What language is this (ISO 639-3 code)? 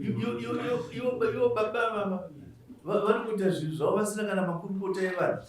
sna